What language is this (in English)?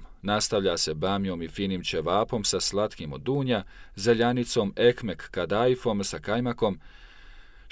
Bosnian